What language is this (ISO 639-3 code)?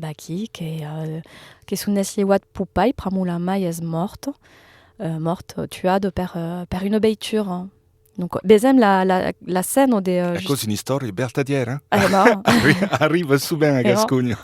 oci